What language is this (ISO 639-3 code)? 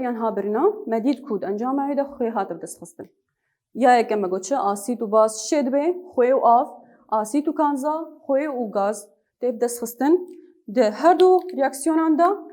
kur